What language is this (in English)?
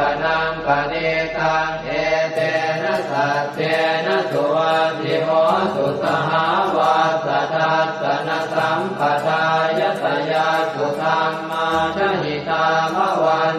Pali